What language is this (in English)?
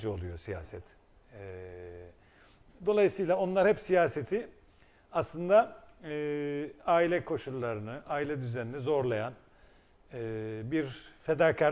Turkish